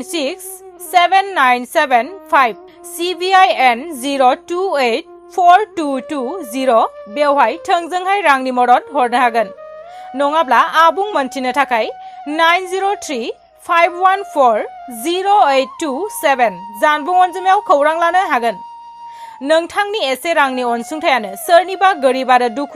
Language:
Bodo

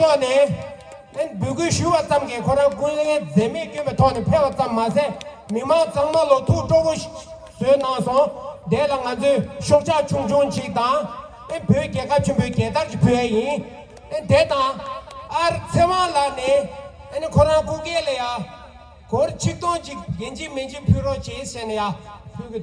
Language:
Tibetan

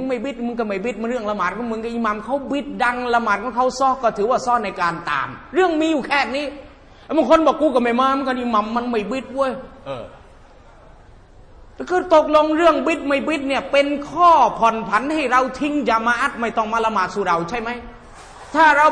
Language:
Thai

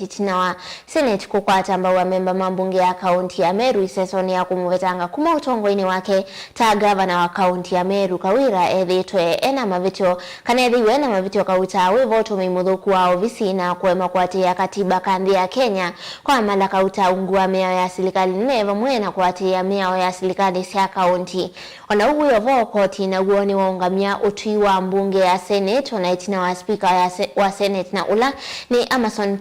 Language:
Kamba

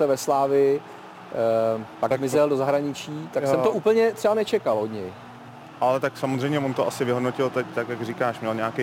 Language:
Czech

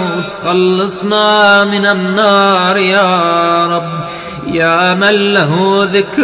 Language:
Arabic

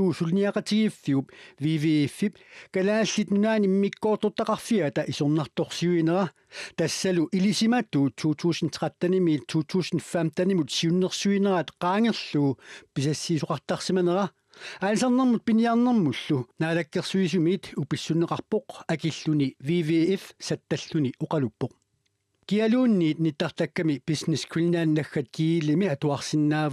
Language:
Kalaallisut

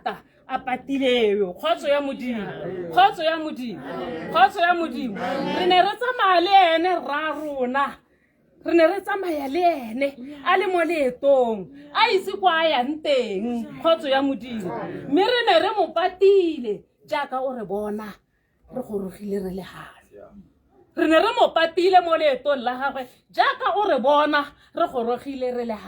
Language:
Tswana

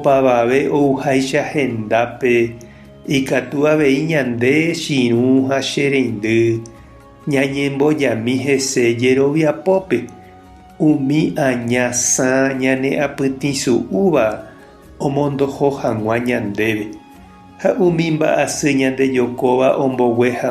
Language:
Guarani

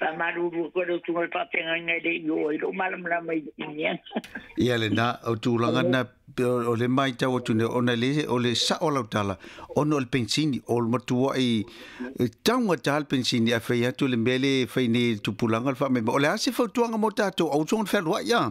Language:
Samoan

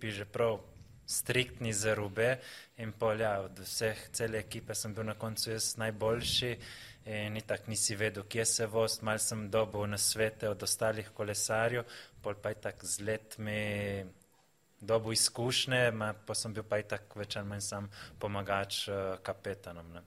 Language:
Slovenian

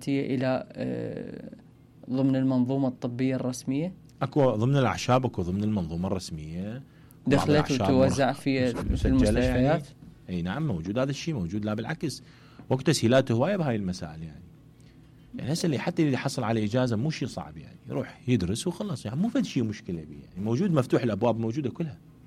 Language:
Mesopotamian Arabic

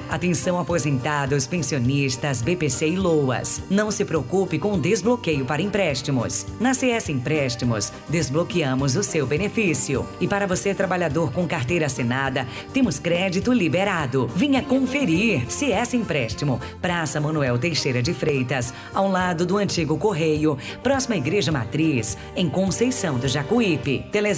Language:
Portuguese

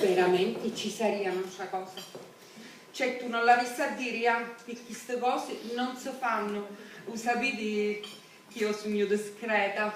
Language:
Sicilian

